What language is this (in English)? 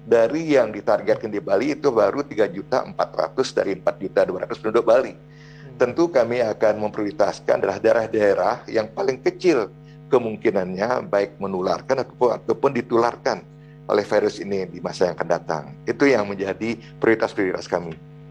Indonesian